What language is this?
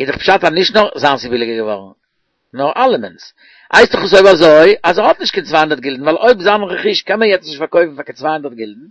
Yiddish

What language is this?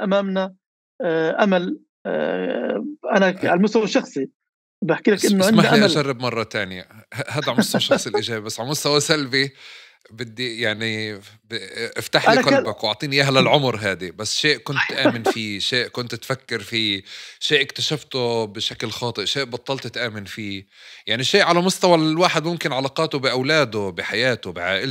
North Levantine Arabic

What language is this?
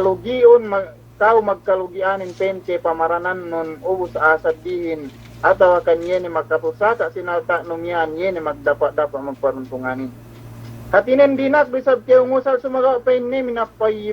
Yakan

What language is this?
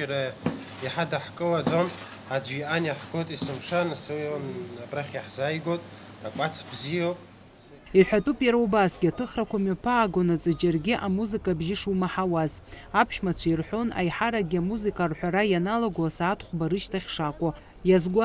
Abkhazian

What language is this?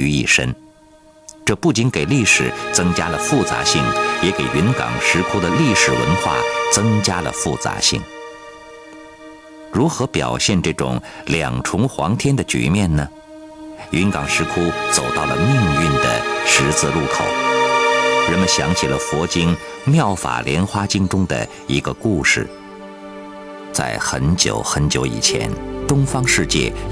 Chinese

